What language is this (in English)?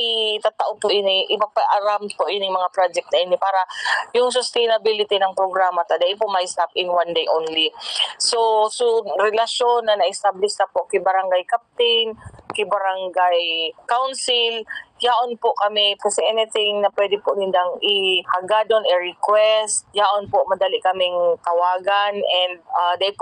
Bikol